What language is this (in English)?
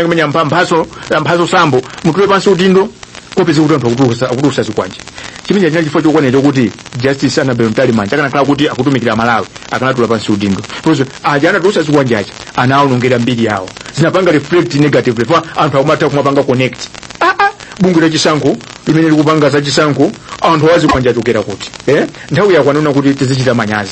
Nyanja